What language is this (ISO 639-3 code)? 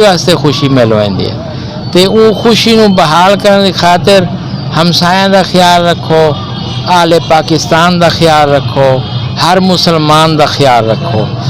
skr